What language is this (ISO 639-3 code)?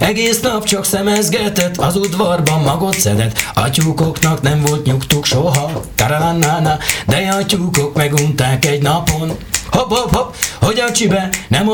hun